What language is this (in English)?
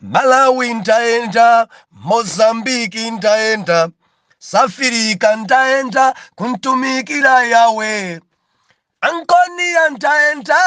Nyanja